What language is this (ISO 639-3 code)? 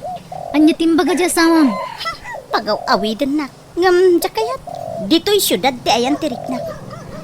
ilo